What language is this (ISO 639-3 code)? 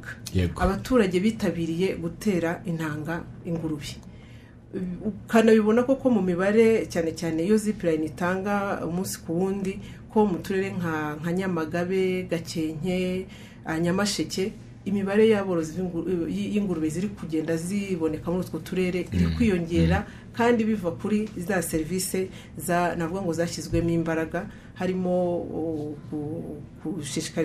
kin